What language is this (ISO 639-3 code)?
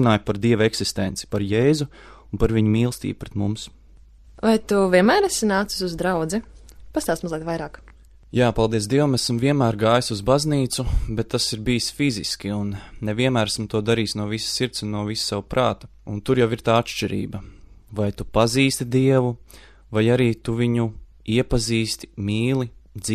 lav